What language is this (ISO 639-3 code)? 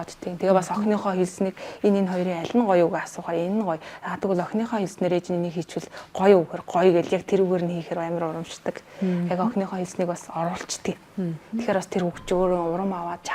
mon